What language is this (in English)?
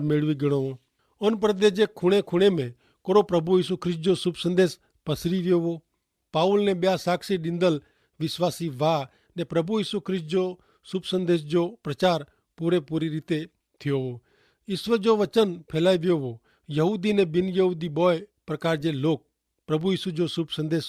Kachhi